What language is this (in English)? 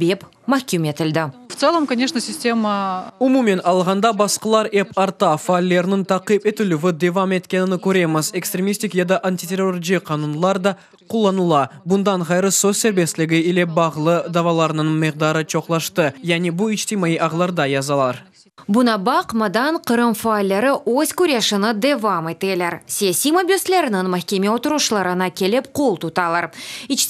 Crimean Tatar